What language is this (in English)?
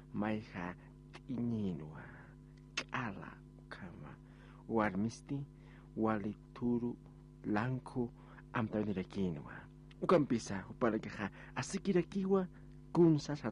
Aymara